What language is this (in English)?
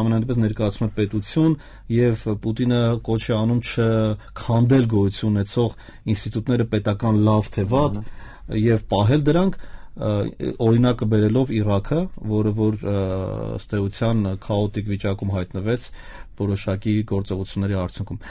Armenian